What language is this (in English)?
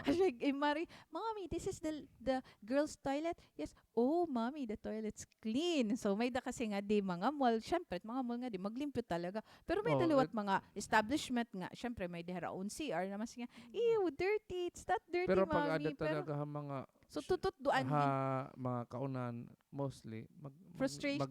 Waray